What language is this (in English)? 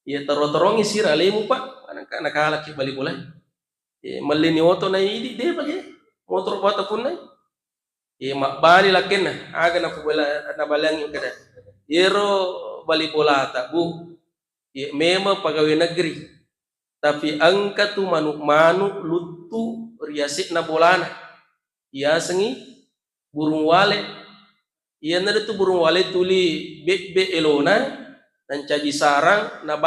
Buginese